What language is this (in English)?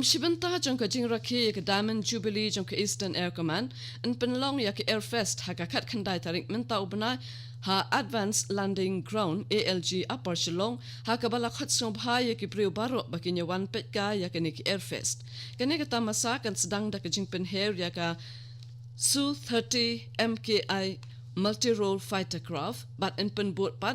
Khasi